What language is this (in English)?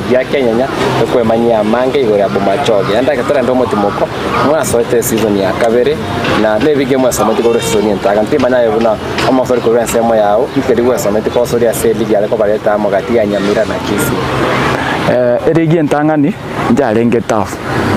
Gusii